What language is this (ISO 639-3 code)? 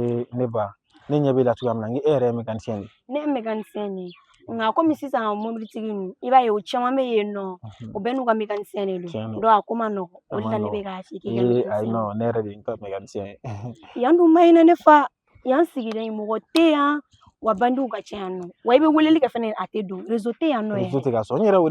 bam